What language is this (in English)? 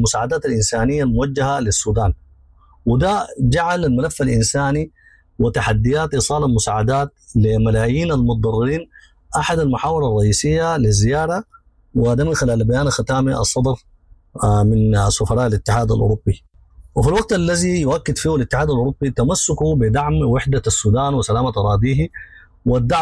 Sudanese Arabic